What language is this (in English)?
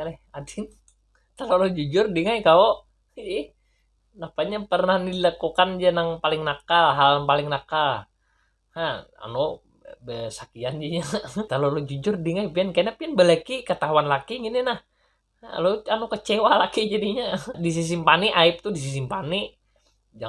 Banjar